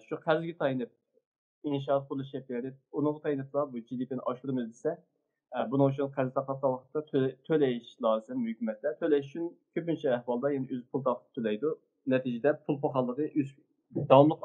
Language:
Uyghur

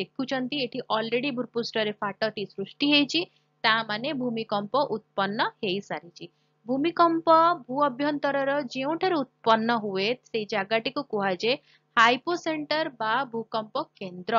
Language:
Odia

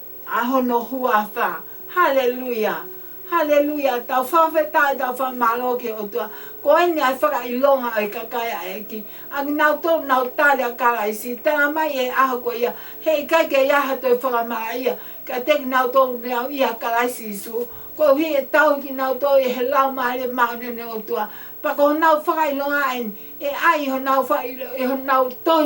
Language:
Tongan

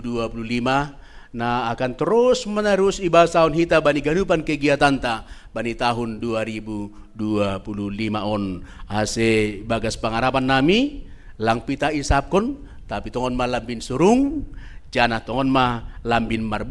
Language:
Batak Simalungun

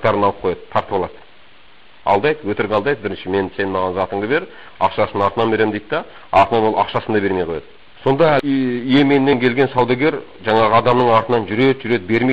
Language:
Kazakh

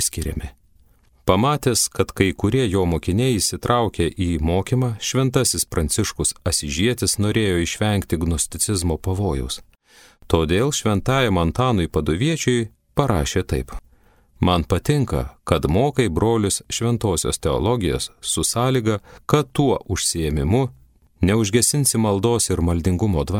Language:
Lithuanian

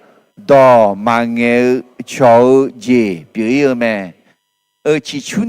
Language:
Akha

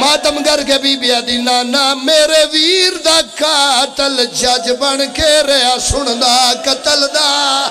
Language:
Pahari-Potwari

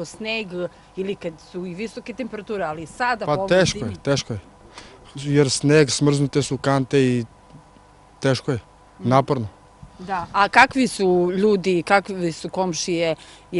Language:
Serbian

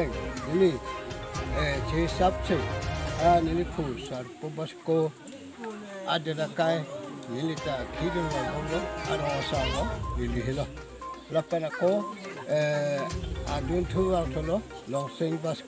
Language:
Karbi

